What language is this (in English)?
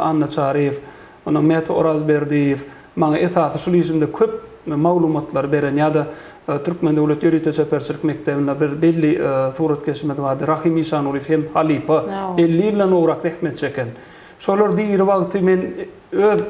Turkmen